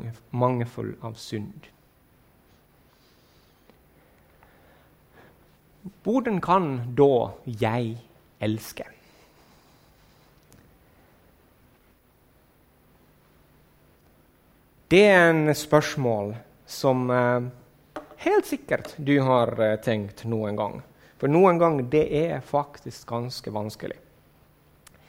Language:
Norwegian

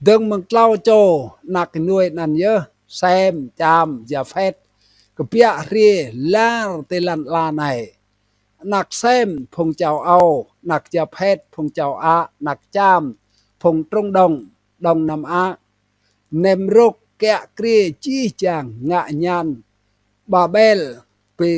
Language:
Rade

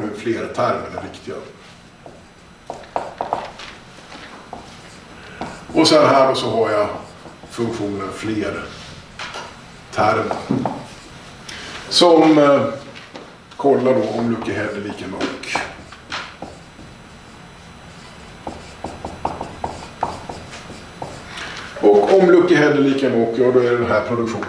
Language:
Swedish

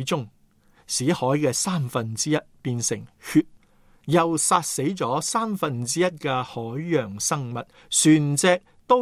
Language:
Cantonese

